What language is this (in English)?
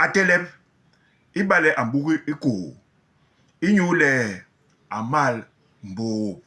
Basaa